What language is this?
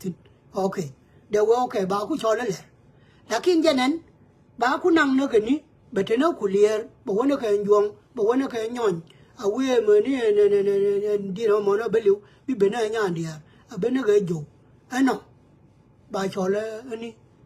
Nuer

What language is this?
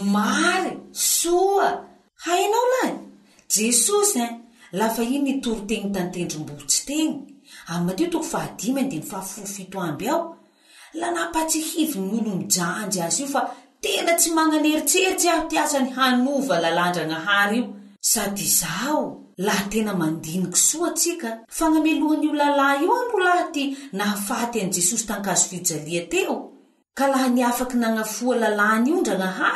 Malagasy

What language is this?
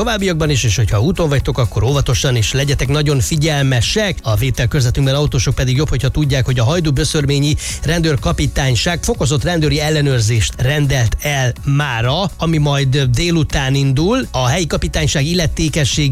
Hungarian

